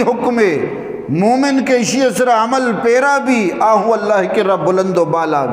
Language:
Eastern Balochi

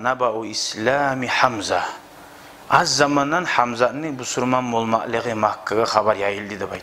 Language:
Kumyk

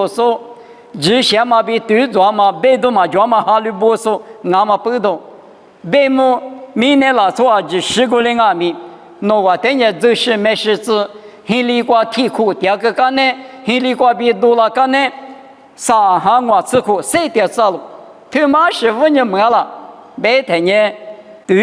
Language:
Lisu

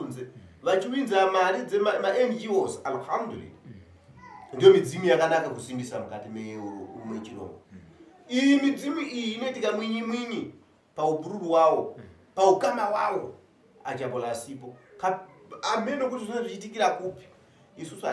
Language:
Shona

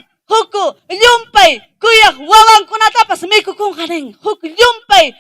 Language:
Ayacucho Quechua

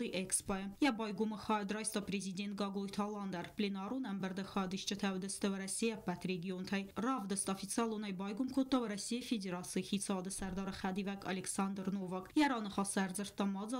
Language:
Ossetic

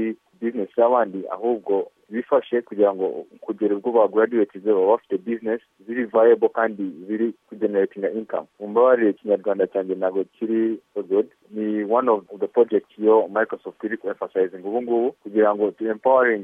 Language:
Kinyarwanda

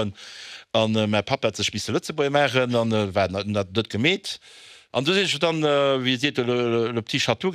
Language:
Luxembourgish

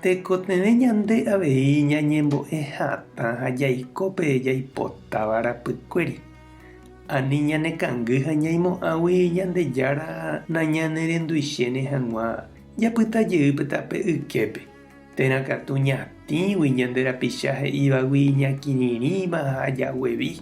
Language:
Guarani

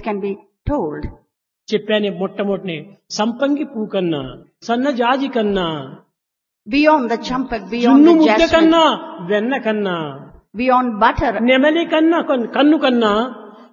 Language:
Telugu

